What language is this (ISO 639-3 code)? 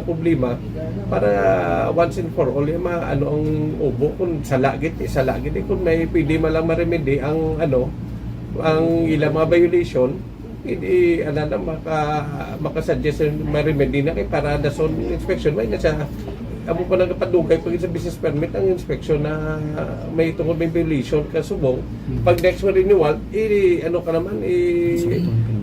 hil